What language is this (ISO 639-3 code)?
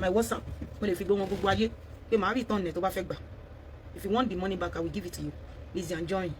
yor